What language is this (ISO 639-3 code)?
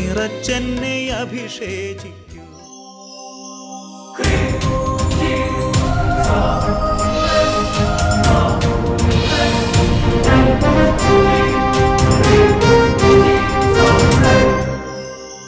mal